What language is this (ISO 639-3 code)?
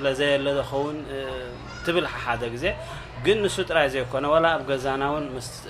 tir